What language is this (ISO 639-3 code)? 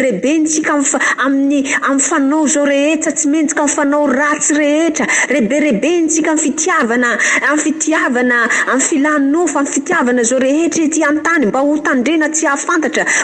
mlg